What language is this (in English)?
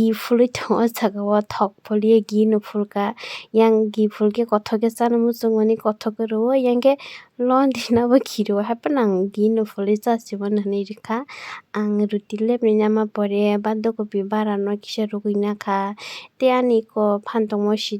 Kok Borok